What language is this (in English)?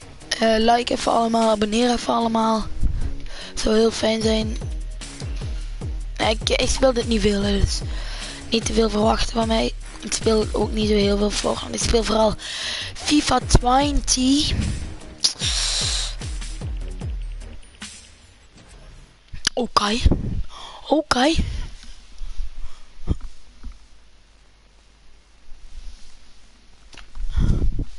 Dutch